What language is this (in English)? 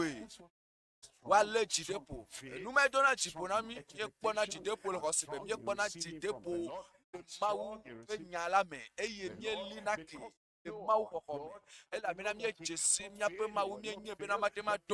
Ewe